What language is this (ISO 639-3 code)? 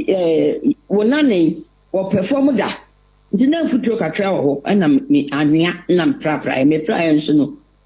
aka